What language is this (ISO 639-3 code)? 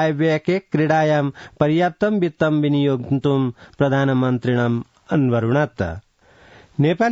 san